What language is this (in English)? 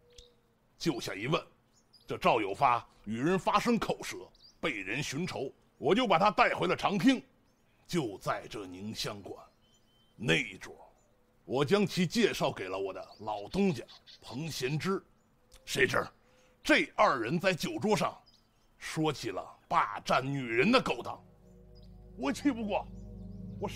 Chinese